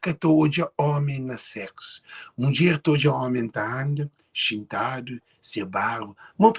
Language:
Kabuverdianu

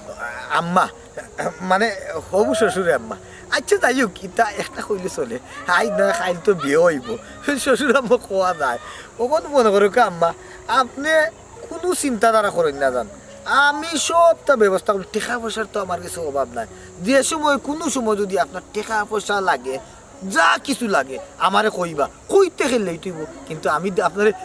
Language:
Sylheti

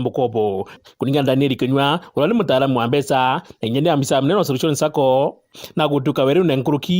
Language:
Meru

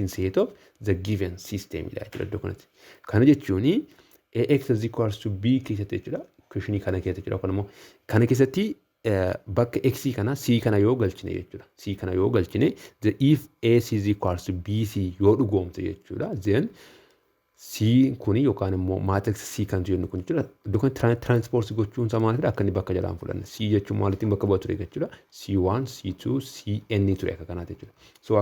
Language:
Oromo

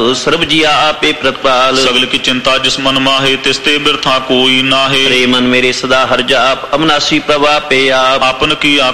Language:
Punjabi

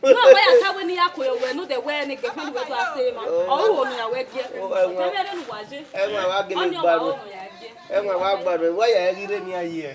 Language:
Bini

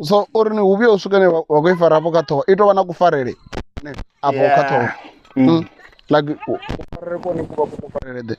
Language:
Venda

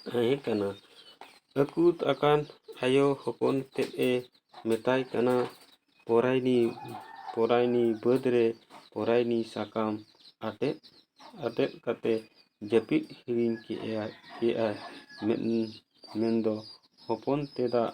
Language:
Santali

